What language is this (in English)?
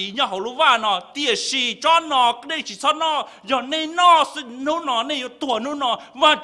Hmong